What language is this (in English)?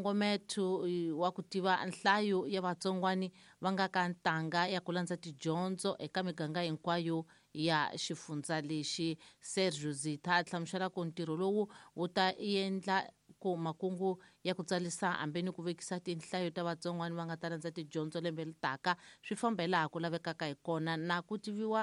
Tsonga